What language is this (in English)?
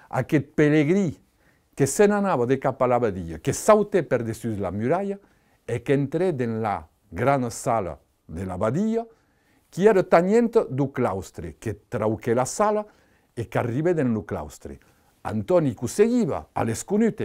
Occitan